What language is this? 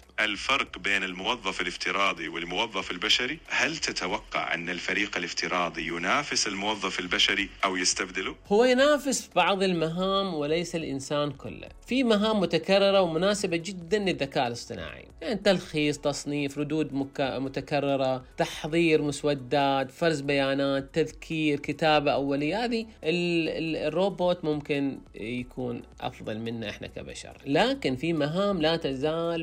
Najdi Arabic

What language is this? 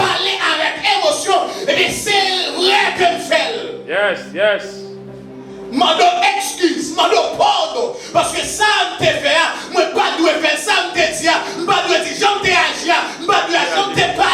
Haitian Creole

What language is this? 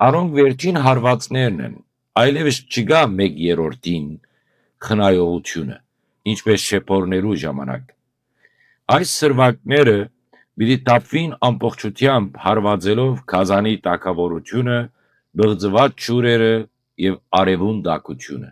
Western Armenian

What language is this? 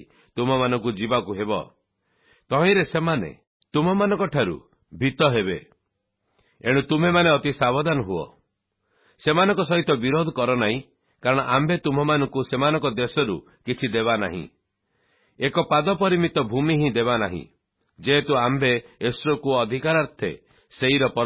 Odia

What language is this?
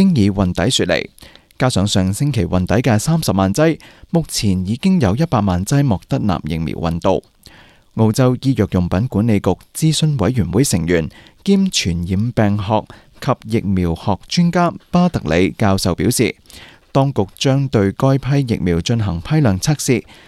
Cantonese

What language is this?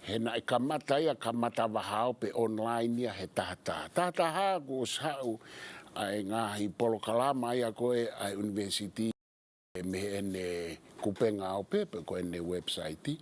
Tongan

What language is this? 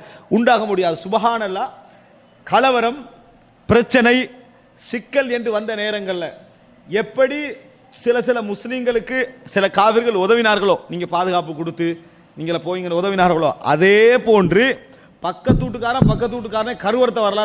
Tamil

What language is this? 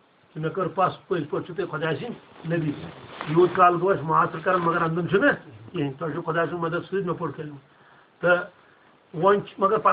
Kashmiri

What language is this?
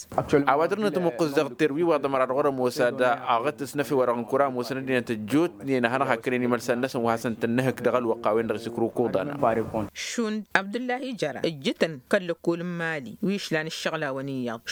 Tamasheq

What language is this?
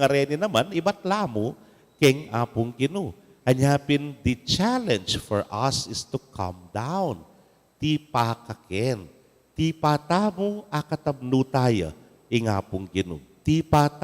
Pampanga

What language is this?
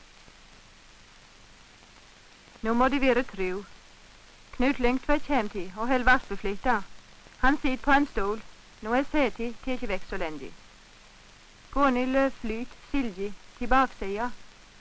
Norwegian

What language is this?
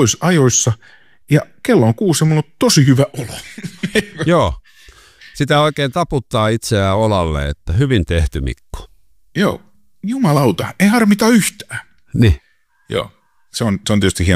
Finnish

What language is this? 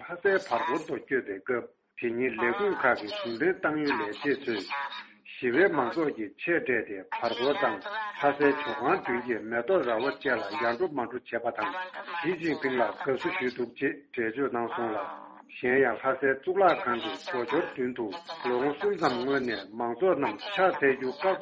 Tibetan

